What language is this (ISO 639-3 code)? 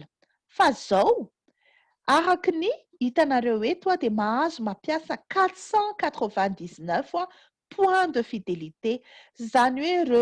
mlg